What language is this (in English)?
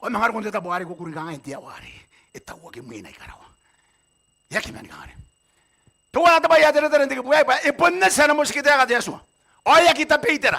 Gilbertese